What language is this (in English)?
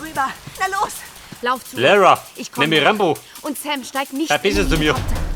Bavarian